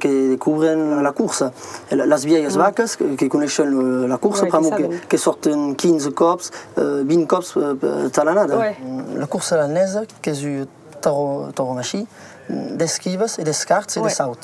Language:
Occitan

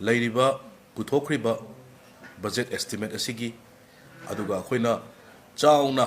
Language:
Manipuri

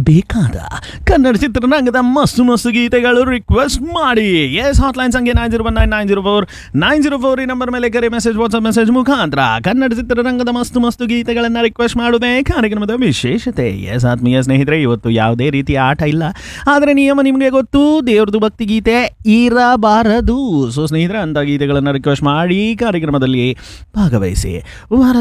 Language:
Kannada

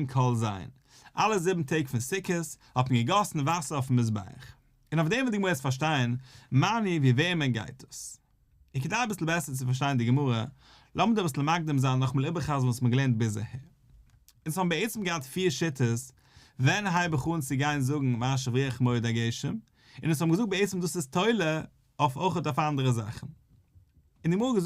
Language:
Yiddish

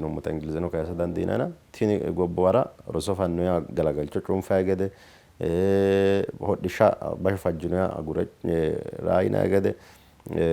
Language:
Sidamo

